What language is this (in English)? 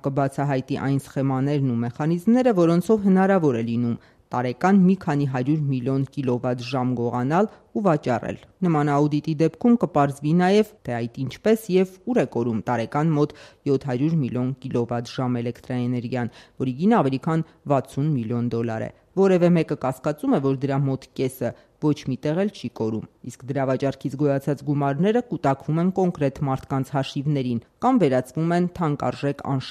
Armenian